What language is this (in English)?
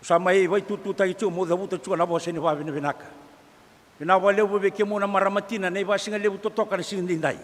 Fijian